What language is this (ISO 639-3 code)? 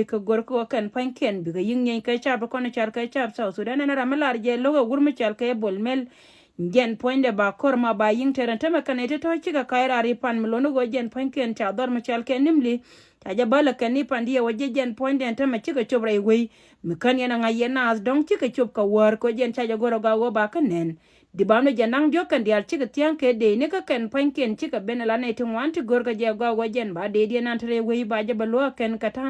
nus